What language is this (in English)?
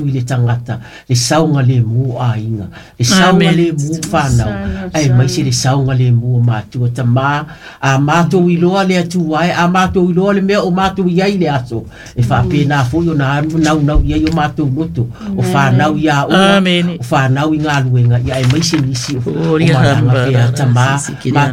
Samoan